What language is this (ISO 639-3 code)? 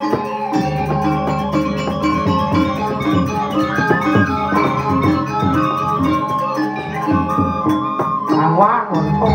ban